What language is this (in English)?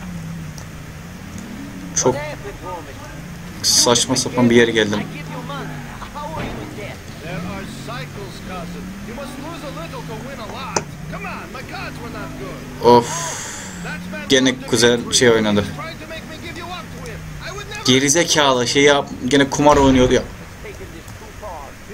Turkish